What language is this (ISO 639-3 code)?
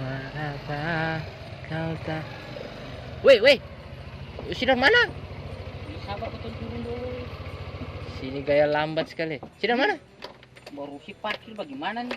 abs